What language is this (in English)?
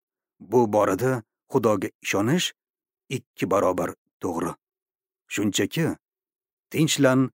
Uzbek